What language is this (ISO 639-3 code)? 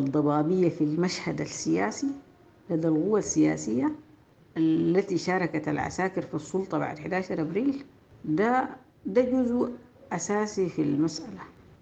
apd